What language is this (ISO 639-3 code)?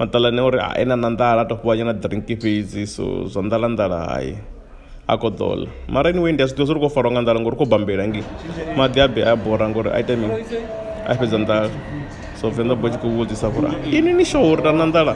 ven